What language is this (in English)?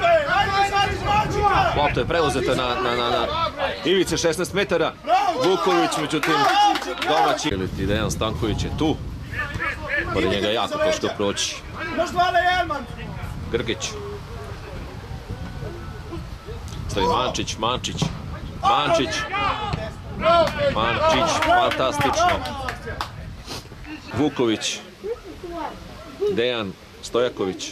Serbian